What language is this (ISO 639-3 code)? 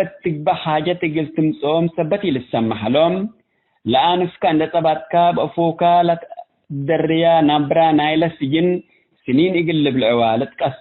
tig